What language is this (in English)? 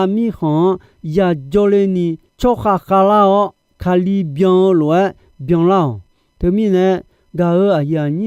Akha